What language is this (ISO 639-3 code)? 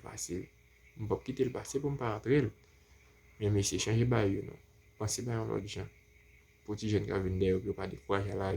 hat